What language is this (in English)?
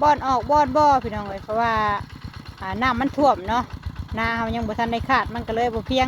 Northeastern Thai